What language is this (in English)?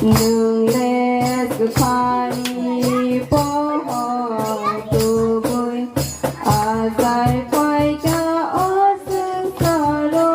Kok Borok